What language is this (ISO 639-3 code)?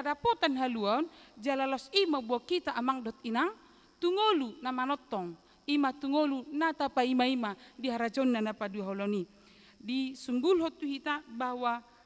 bbc